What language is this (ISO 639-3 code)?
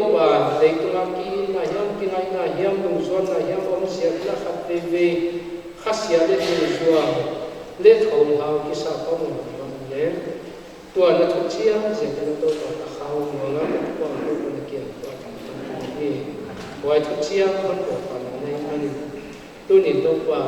pck